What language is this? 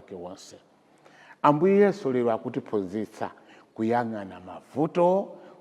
Nyanja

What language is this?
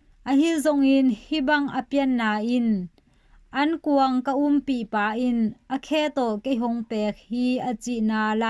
Tedim Chin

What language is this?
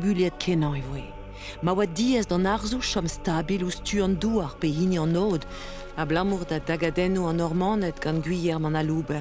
Breton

